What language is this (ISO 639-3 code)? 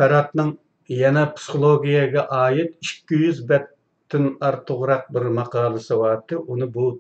uig